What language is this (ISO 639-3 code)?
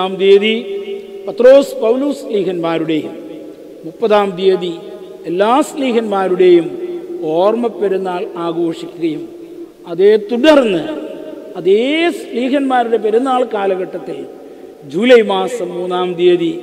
mal